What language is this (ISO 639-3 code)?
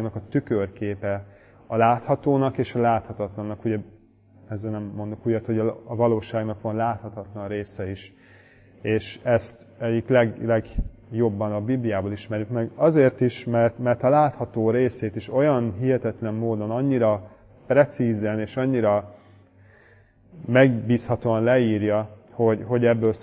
hun